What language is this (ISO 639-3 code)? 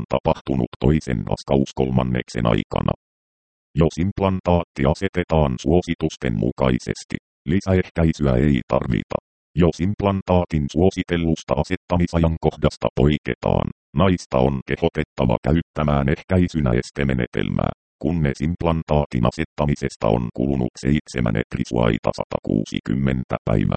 fin